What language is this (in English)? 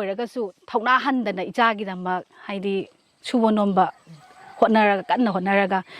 Manipuri